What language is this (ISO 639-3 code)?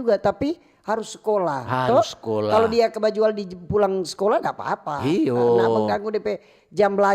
xmm